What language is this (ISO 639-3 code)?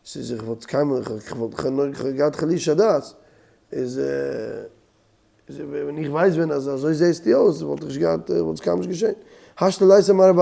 yid